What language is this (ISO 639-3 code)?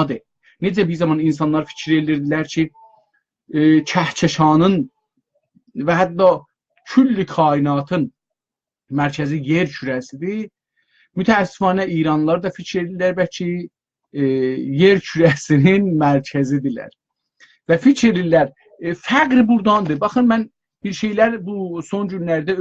azb